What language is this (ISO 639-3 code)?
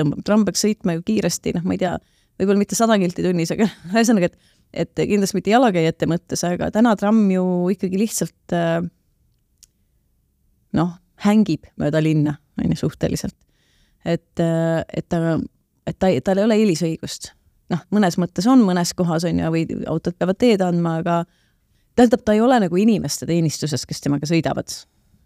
est